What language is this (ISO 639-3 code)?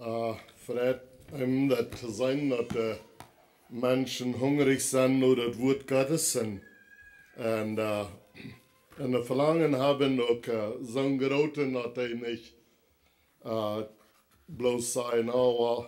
pdt